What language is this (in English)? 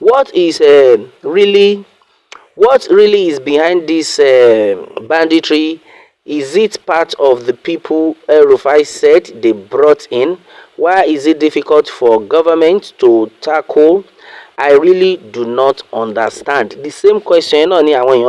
Yoruba